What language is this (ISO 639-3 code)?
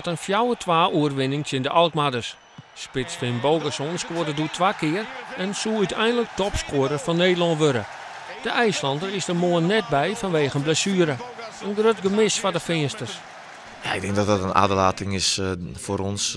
fry